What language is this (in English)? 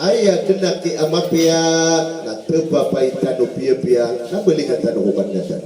Maranao